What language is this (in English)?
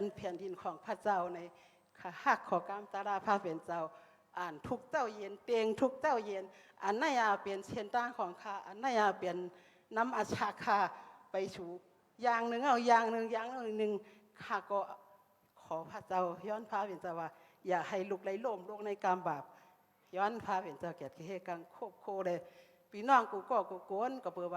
Shan